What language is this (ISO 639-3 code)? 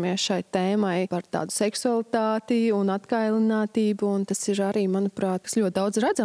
lav